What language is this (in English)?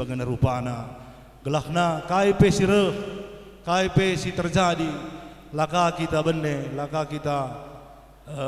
Batak Karo